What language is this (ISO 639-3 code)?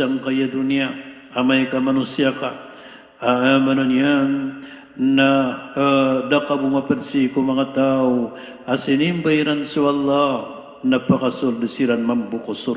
mrw